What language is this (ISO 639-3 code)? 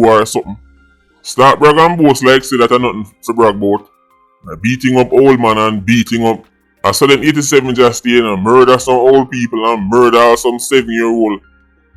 jam